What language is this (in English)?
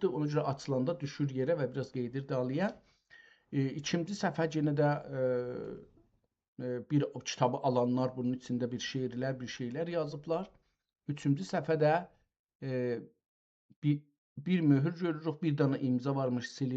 South Azerbaijani